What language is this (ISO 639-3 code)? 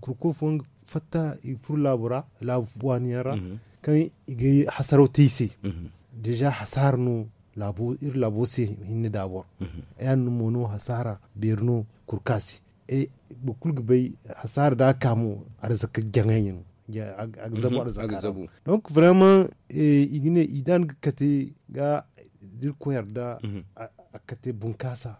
dje